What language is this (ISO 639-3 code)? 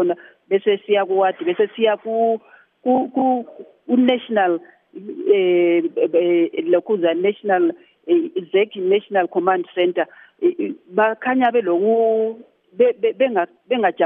nde